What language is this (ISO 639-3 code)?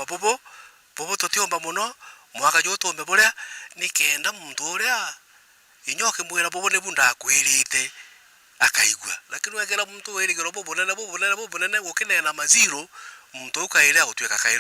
mer